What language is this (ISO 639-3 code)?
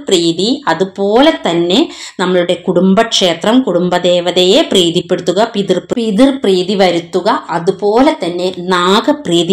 mal